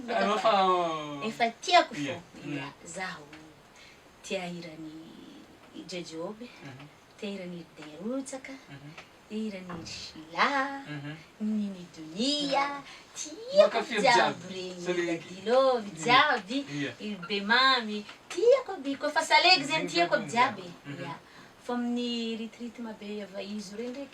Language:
Malagasy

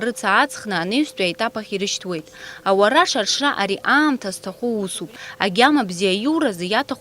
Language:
Abkhazian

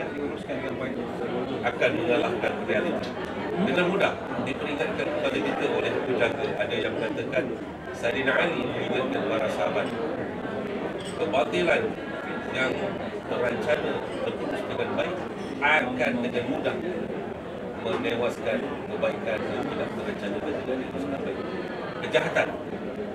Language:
Malay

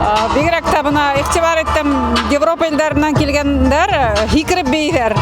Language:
Bashkir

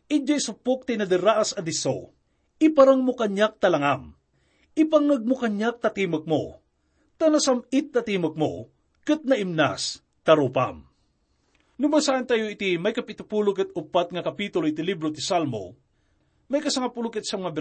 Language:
Iloko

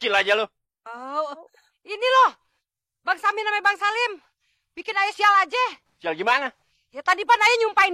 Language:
Betawi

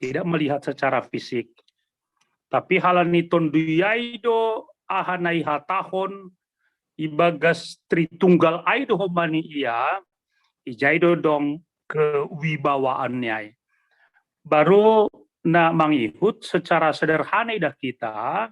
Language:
Batak Simalungun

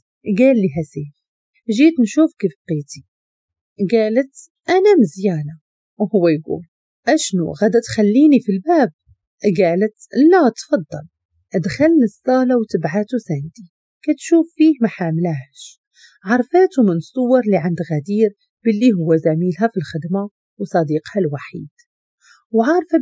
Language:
Moroccan Arabic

